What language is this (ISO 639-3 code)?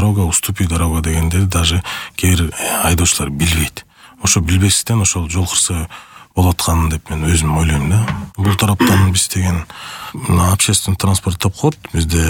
kir